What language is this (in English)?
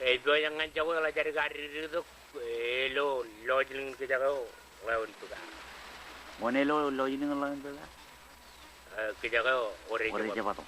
Marshallese